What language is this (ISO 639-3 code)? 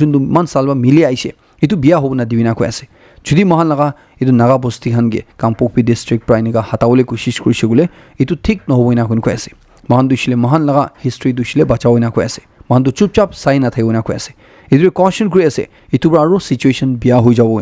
nag